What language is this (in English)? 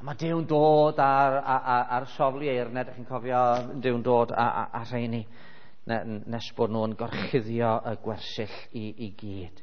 Welsh